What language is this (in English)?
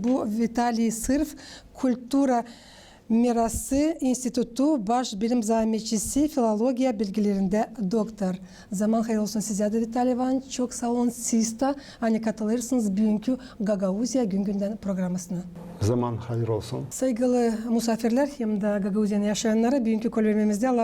Gagauz